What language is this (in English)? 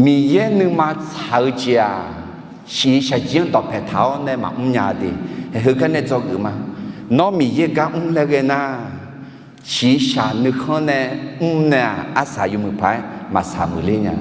Akha